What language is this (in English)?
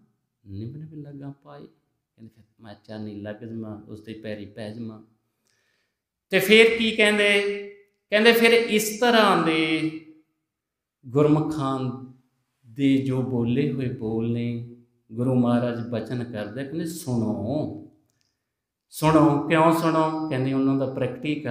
Punjabi